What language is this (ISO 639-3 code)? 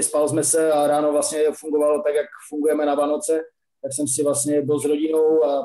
ces